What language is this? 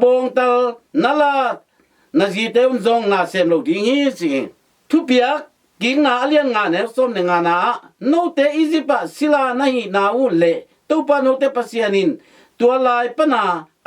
Tedim Chin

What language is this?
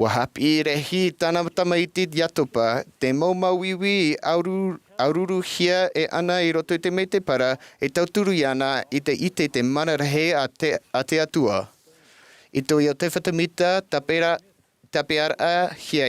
Tahitian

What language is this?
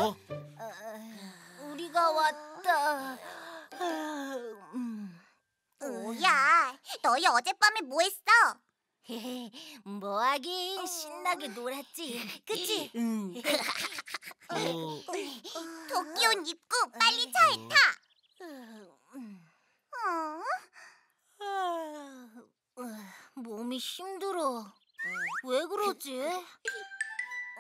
Korean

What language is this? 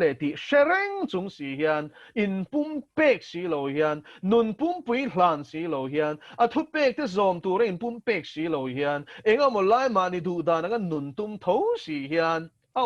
Mizo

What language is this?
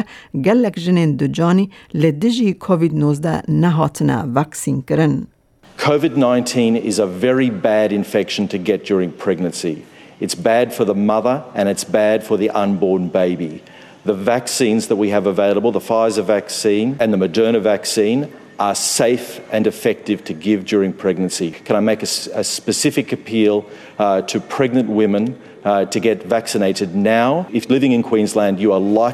Kurdish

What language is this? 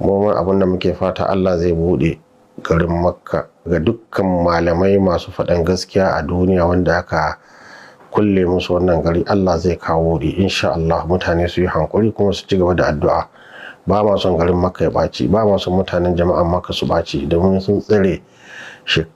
Hausa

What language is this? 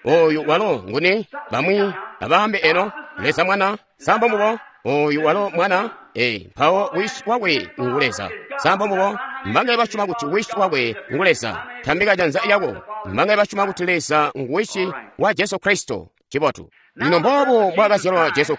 Tonga (Zambia)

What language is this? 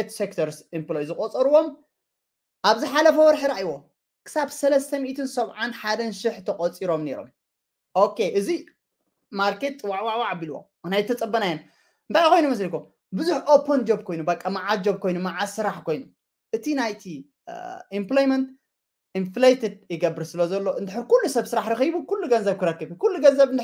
Tigrinya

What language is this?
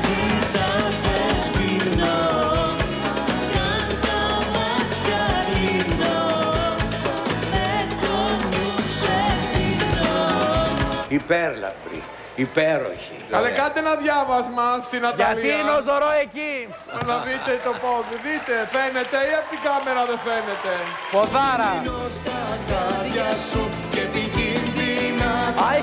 Greek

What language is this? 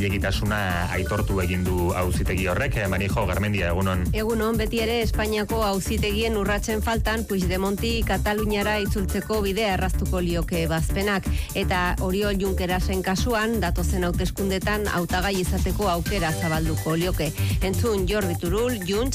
Basque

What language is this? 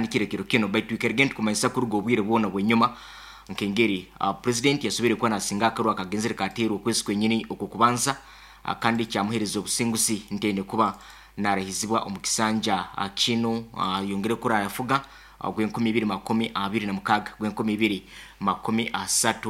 Nyoro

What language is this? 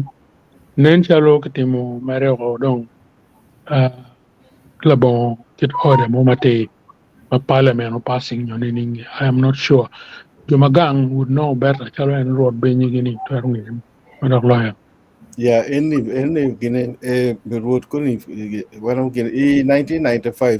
Acoli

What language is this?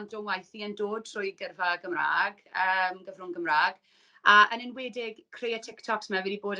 Welsh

